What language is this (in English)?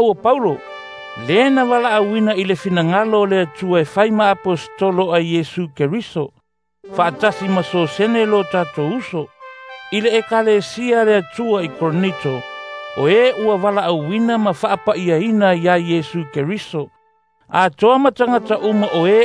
Samoan